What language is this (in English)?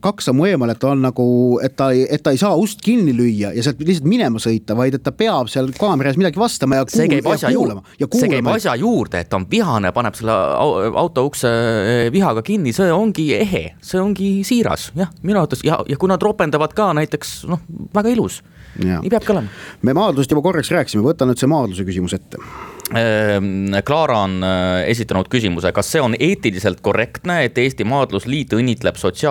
Estonian